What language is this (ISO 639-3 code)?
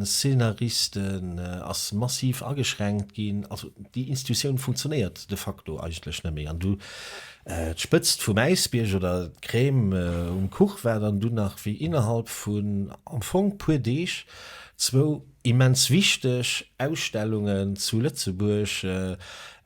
ltz